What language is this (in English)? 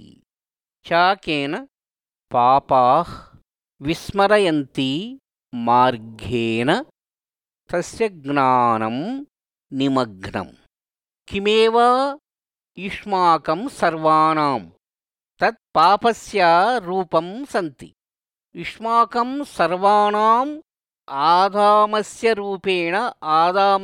Sanskrit